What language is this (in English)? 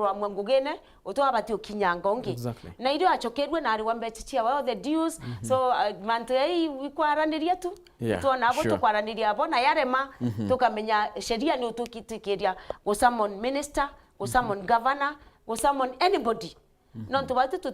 Meru